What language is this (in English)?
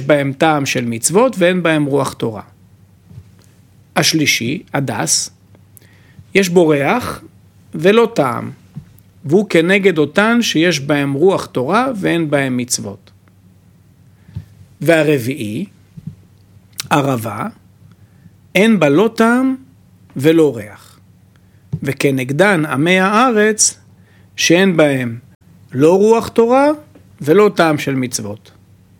Hebrew